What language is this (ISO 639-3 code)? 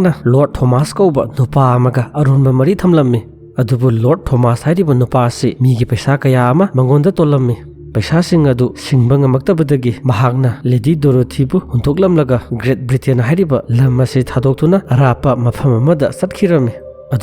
mni